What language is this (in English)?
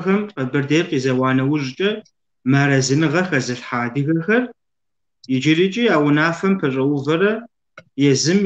Kabardian